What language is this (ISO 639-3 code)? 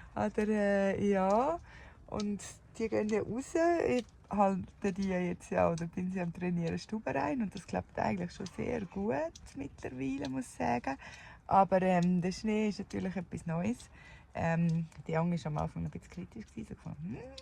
gsw